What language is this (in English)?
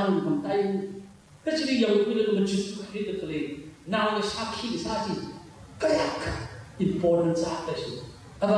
Tangkhul Naga (India)